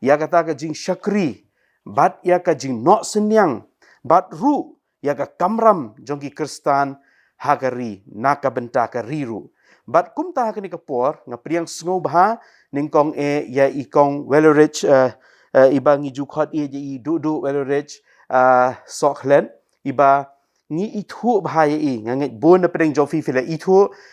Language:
Khasi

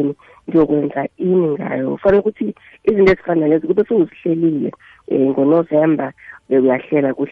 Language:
South Ndebele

